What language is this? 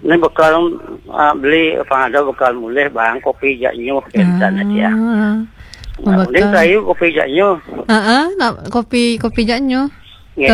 Balinese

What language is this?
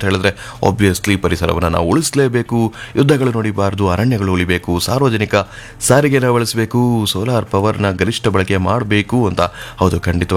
Kannada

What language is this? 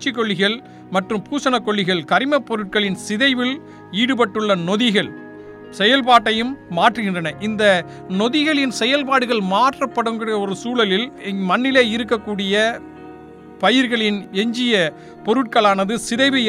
Tamil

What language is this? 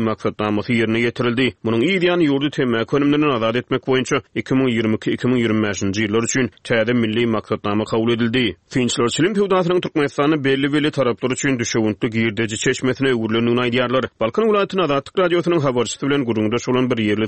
Turkmen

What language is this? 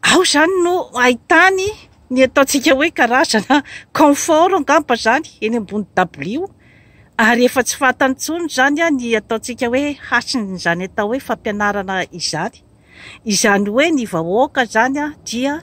Malagasy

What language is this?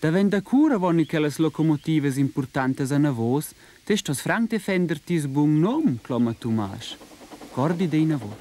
Romansh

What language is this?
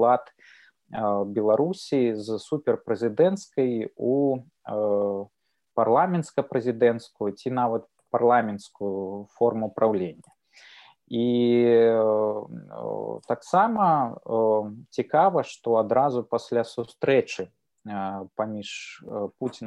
Belarusian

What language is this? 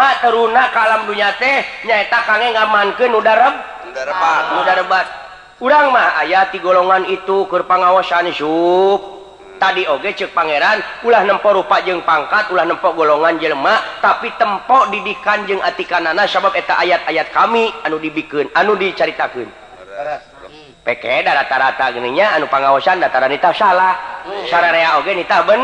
Sundanese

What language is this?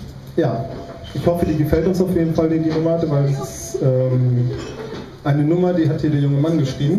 German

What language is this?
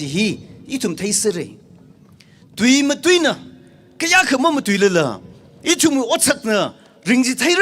Tangkhul Naga (India)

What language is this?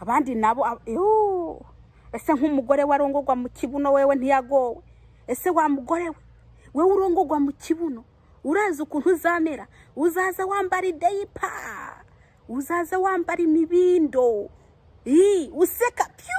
Rundi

